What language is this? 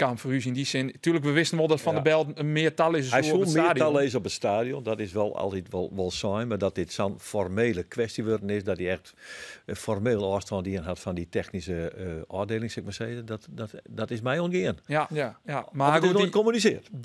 Western Frisian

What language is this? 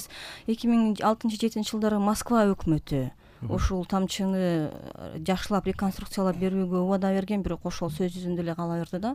Kyrgyz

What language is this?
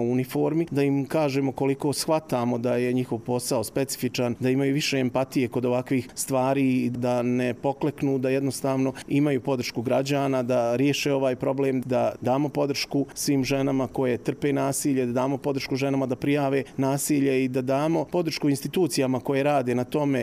Croatian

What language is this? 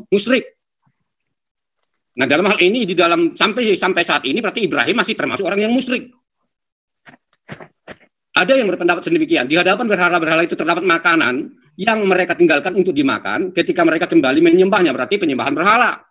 Indonesian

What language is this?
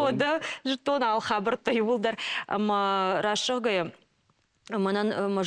Ossetic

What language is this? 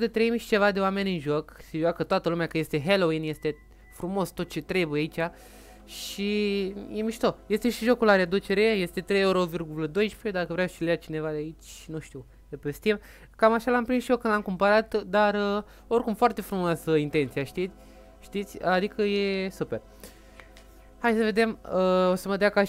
Romanian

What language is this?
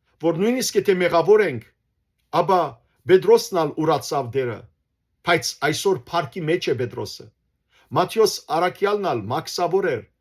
Western Armenian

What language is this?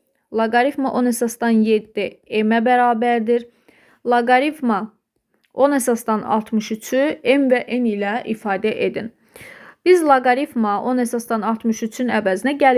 Azerbaijani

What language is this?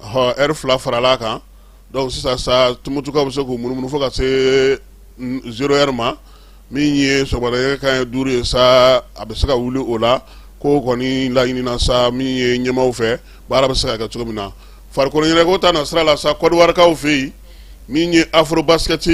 Bambara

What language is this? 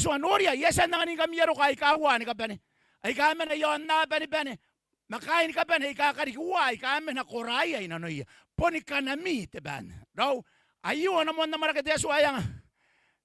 Gilbertese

